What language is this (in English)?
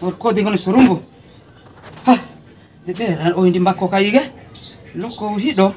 Bima